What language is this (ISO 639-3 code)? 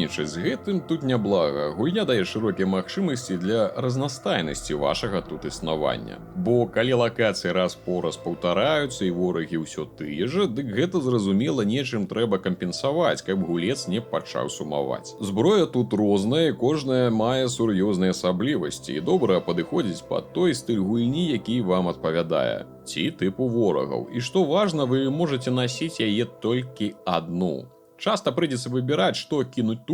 bel